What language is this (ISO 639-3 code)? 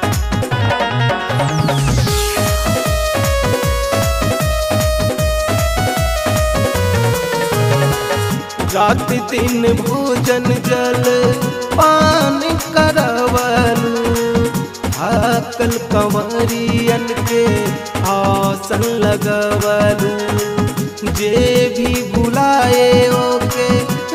bho